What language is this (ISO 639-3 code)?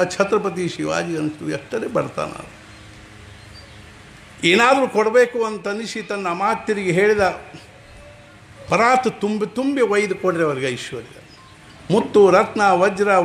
kan